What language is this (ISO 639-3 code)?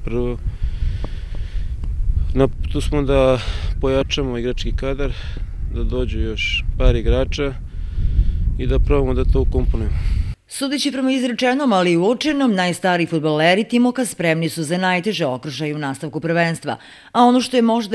srp